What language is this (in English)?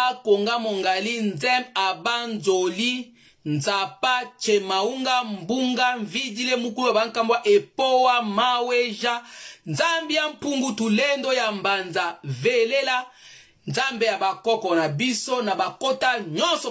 Lingala